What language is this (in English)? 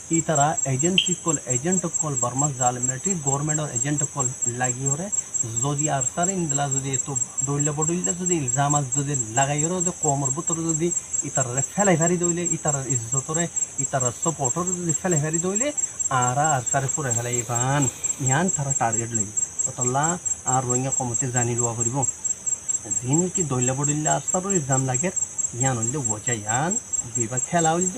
Rohingya